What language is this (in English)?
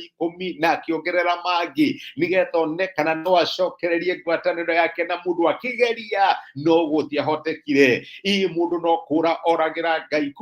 Kikuyu